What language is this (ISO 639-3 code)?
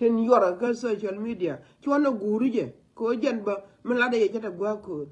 nus